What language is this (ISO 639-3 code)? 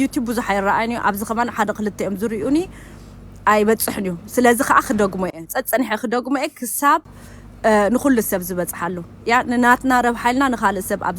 tir